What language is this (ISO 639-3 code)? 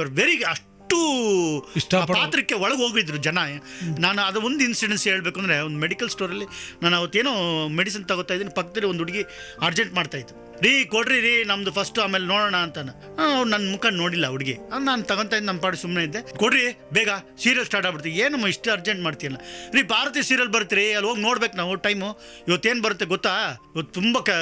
kan